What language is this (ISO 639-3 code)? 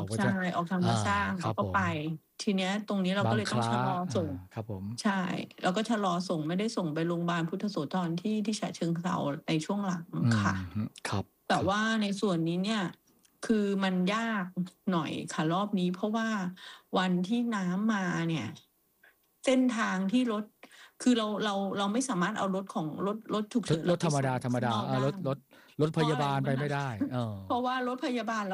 tha